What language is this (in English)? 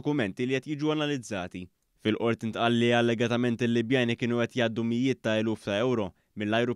Maltese